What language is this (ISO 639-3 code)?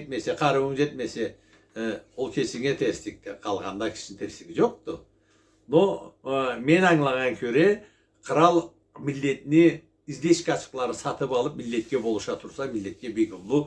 krc